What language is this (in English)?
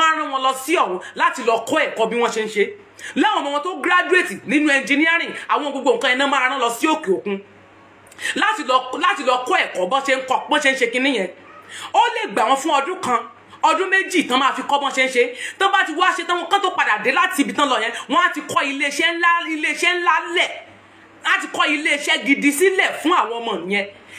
Yoruba